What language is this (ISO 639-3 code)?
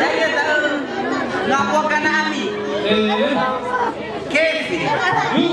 nia